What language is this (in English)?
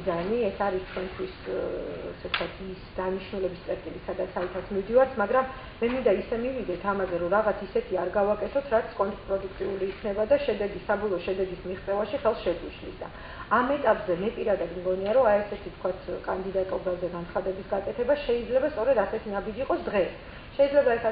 Georgian